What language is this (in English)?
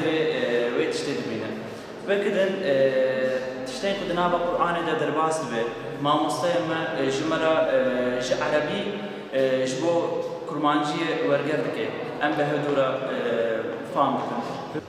Kurdish